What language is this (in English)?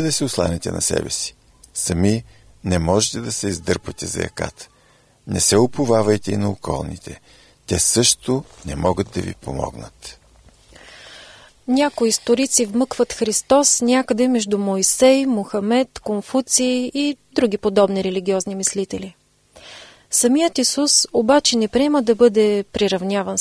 Bulgarian